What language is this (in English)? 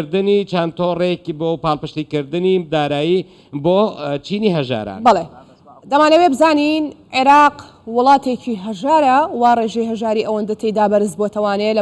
Central Kurdish